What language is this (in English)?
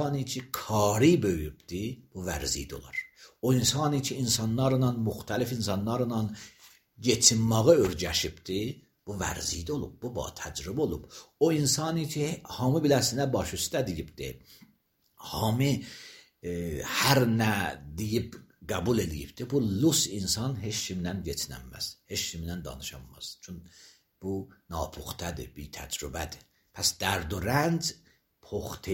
Azerbaijani